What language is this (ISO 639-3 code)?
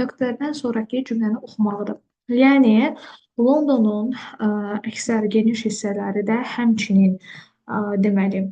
aze